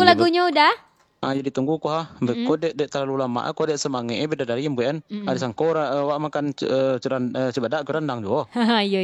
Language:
Minangkabau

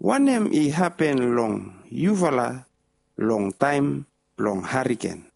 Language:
Bislama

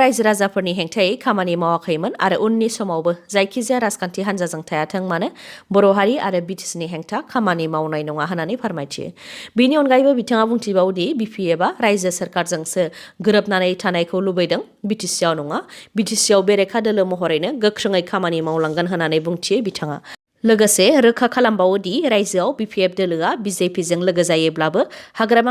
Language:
Bodo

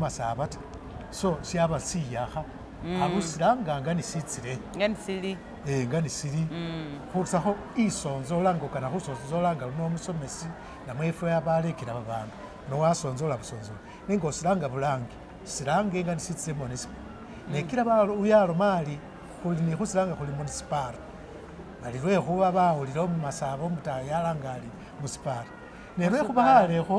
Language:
Masaaba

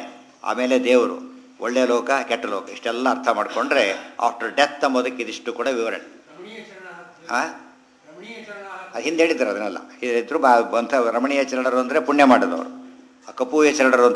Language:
Kannada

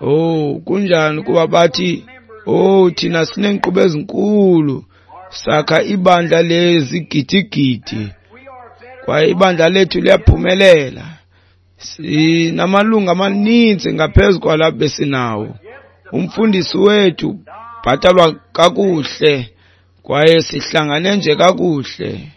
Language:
Xhosa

